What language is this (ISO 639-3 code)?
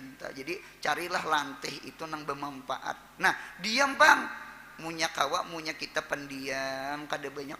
bjn